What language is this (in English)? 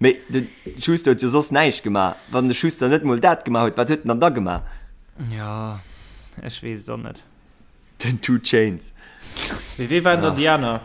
Luxembourgish